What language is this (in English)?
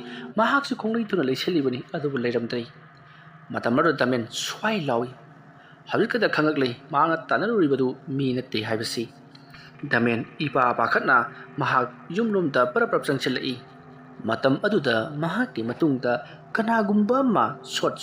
Manipuri